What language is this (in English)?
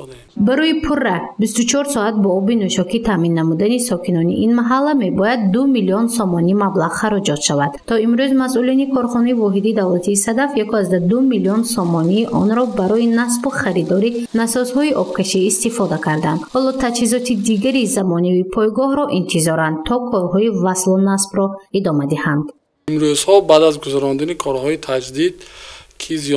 Tajik